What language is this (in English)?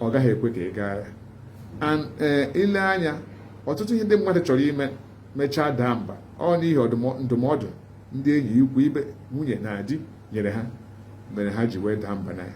Igbo